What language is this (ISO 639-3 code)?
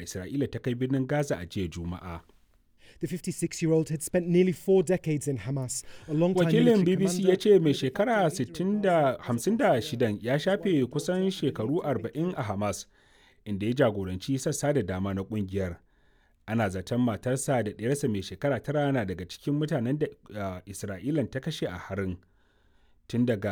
hau